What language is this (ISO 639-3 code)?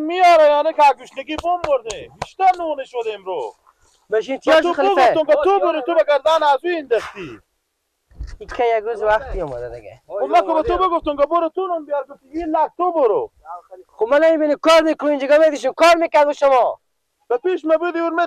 fas